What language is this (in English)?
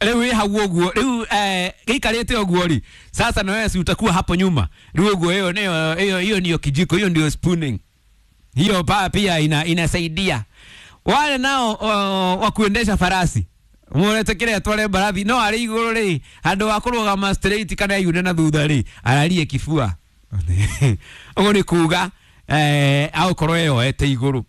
Kikuyu